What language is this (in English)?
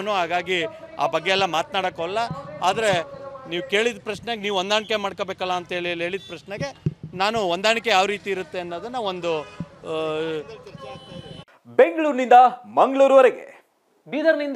Kannada